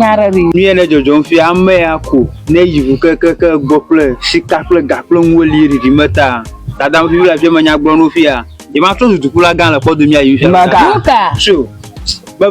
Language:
Ewe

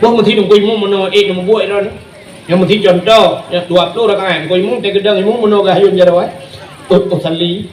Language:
Achinese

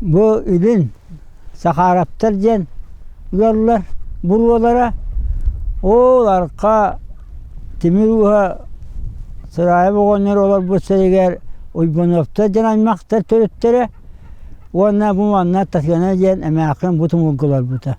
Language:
Yakut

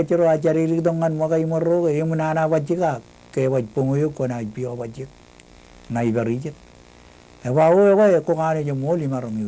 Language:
Marshallese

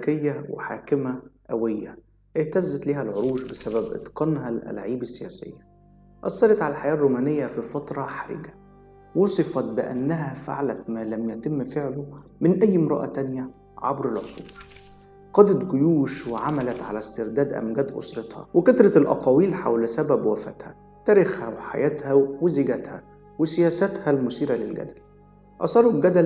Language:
Egyptian Arabic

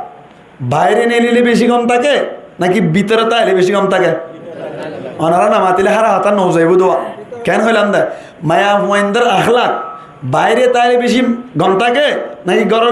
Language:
Rohingya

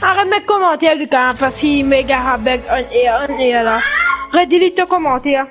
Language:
Morisyen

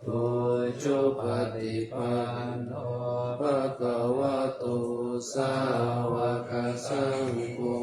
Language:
Pali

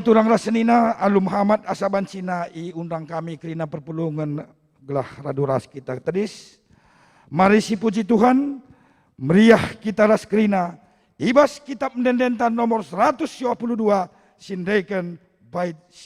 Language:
Batak Karo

